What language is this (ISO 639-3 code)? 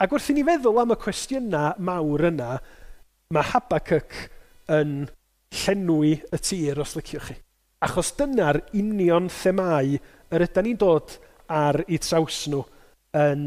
cym